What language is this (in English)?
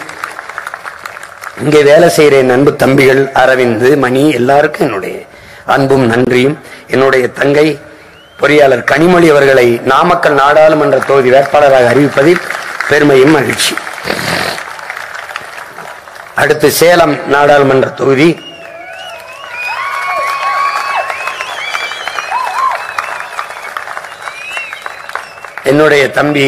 Tamil